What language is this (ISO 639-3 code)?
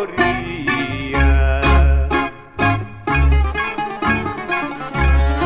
ell